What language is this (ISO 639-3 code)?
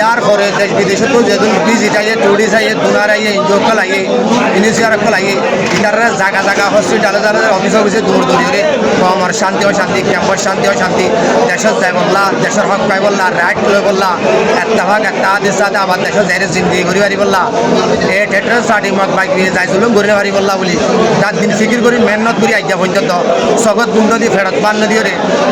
rhg